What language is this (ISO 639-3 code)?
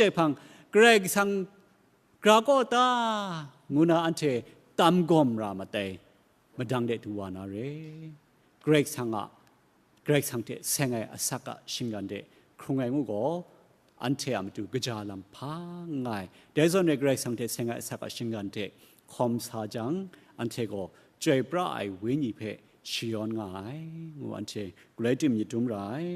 kac